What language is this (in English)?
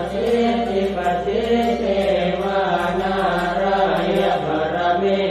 Pali